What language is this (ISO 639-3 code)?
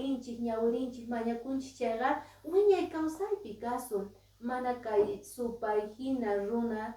que